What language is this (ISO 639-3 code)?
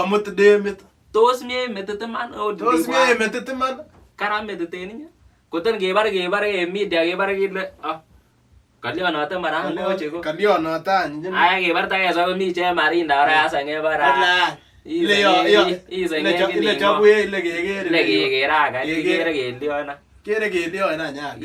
kln